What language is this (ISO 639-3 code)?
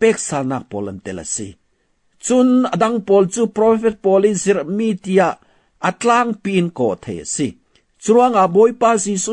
cfm